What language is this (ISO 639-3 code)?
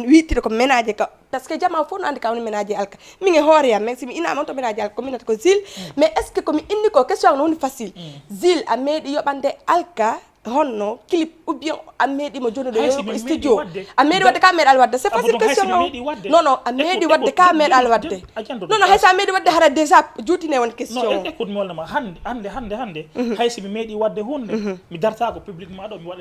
ful